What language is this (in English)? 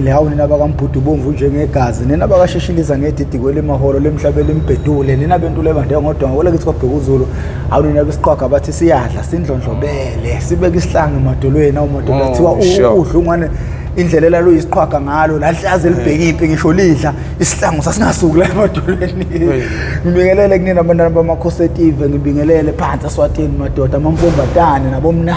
Zulu